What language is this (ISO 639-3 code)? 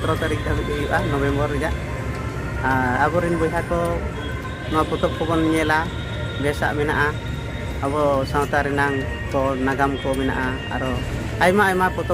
sat